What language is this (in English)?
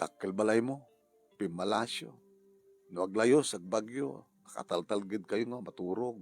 Iloko